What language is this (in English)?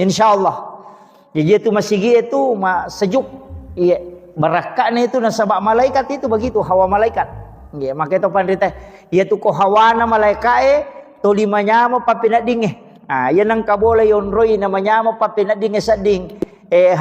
Buginese